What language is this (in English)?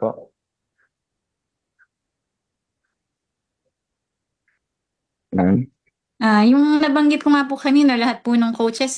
Filipino